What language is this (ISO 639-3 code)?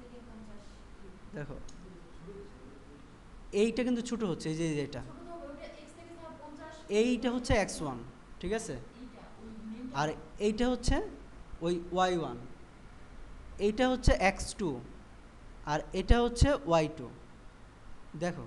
ben